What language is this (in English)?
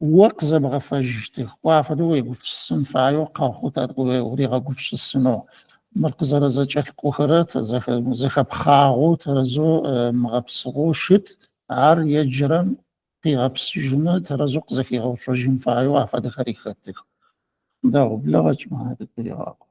Adyghe